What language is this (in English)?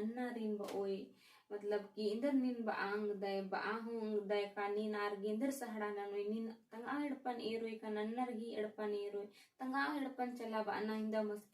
Kurukh